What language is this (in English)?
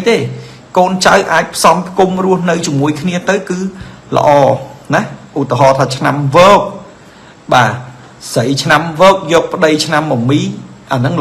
Khmer